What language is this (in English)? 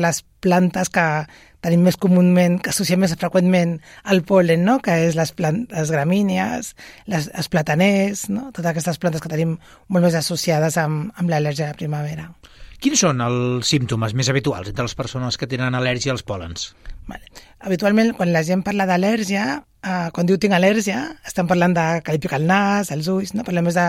Catalan